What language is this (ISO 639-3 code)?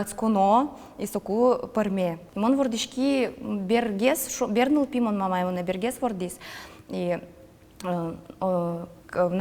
udm